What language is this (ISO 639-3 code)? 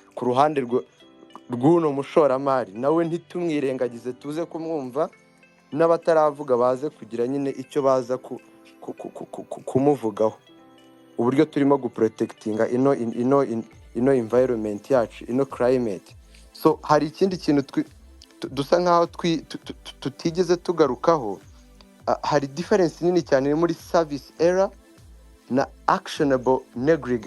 kin